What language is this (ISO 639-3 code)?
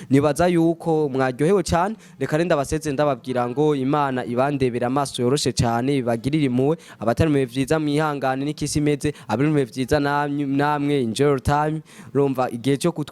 run